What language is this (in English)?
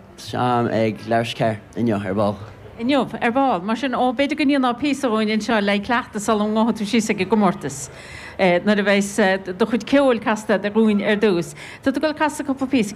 Irish